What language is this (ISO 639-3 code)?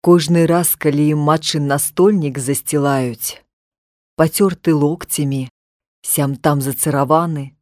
bel